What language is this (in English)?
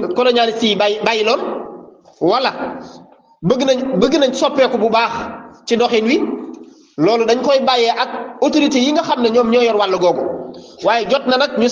Wolof